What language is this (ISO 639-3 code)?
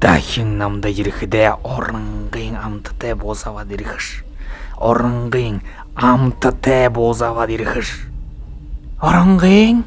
bua